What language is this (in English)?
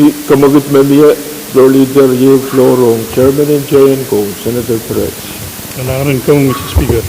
Pohnpeian